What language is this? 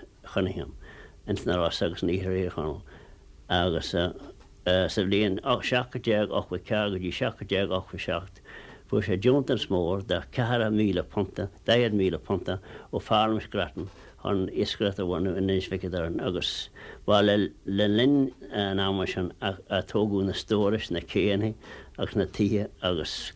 Irish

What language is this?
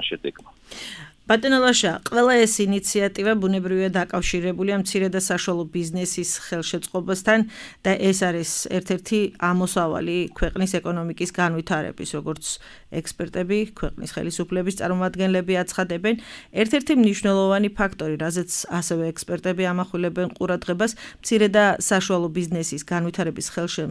Georgian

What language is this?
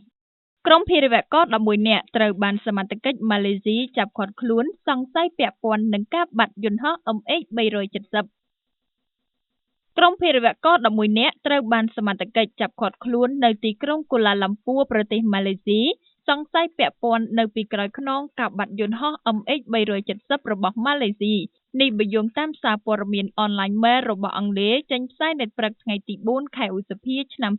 Khmer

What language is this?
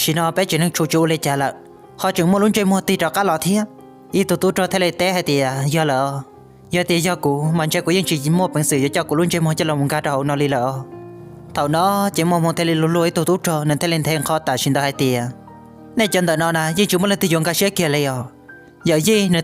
Hmong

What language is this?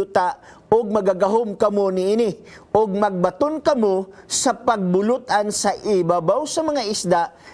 Cebuano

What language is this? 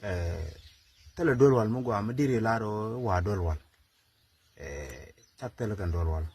Nuer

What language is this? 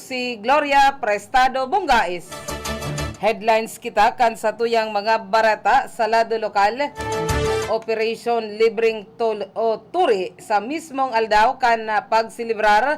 Bikol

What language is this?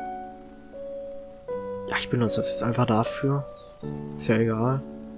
German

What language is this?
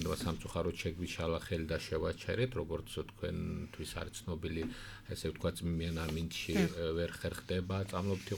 Georgian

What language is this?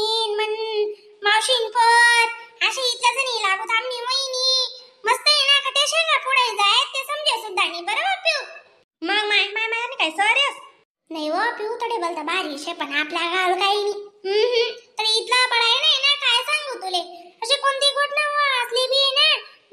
Khandesi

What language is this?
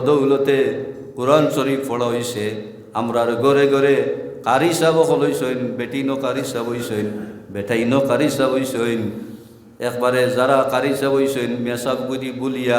Sylheti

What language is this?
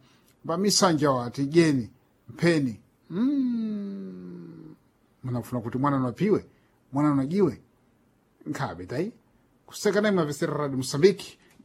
Sena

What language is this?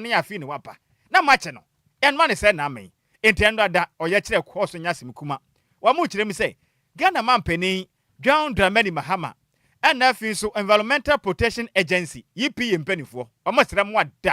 Akan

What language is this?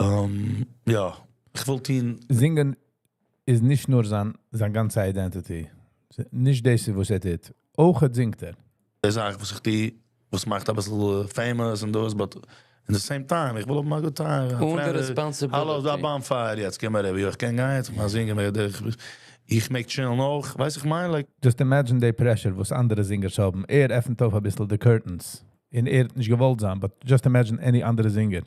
Yiddish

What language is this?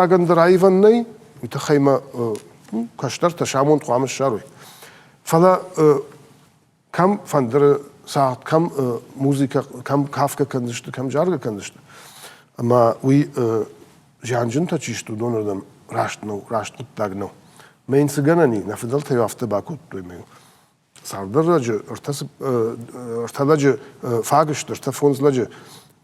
Ossetic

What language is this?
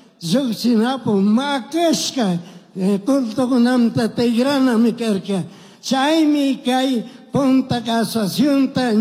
Chimborazo Highland Quichua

